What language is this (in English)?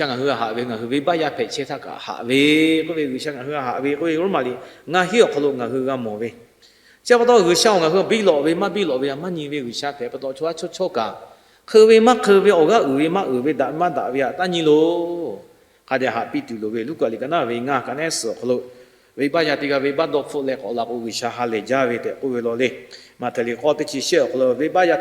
Lahu